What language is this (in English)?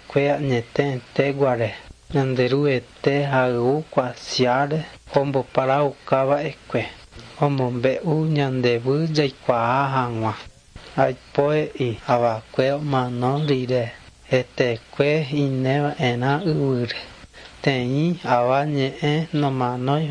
Guarani